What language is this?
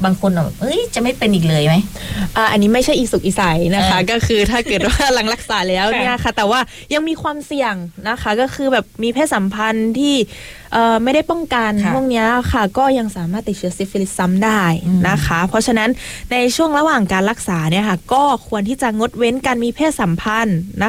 Thai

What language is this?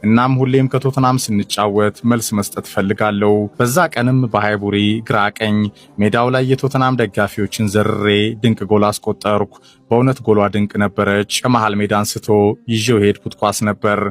Amharic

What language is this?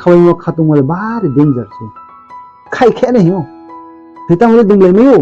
Riang (India)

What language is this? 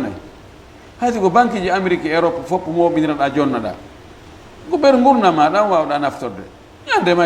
Fula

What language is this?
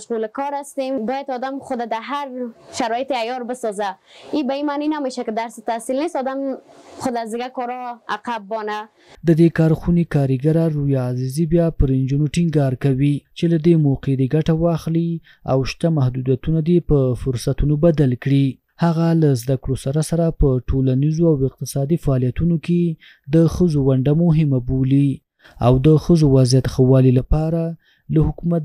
Pashto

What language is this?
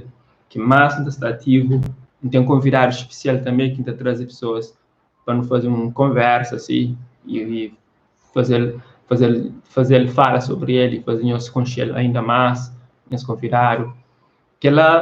Kabuverdianu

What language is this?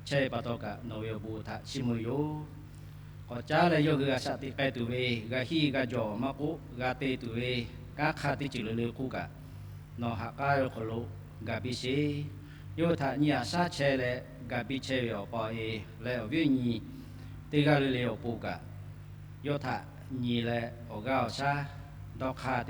Lahu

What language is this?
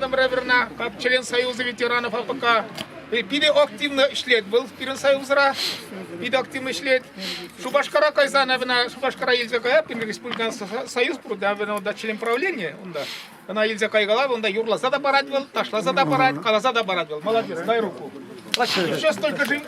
Chuvash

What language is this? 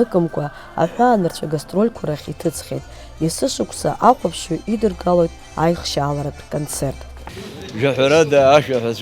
Abkhazian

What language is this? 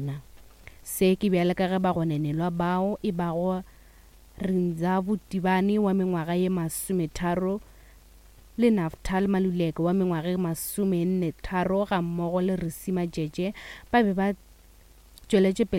Northern Sotho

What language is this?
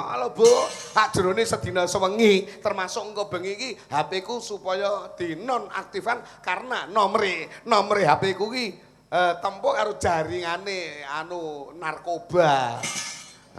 Javanese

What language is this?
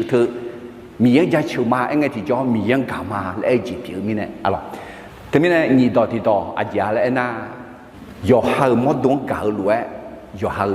Akha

